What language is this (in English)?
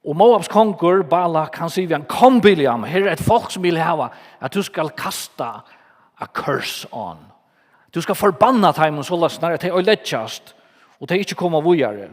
Faroese